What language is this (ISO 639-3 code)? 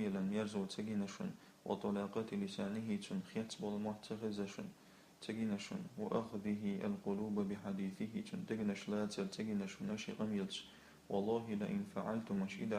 che